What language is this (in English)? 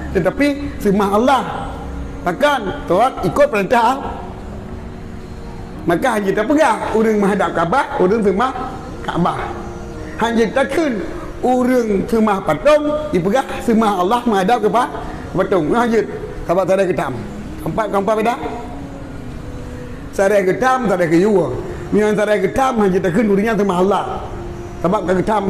Malay